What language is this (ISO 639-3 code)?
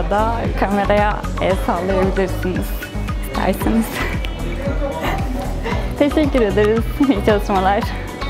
tur